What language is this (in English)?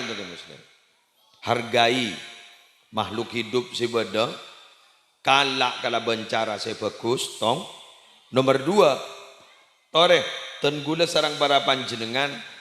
Madurese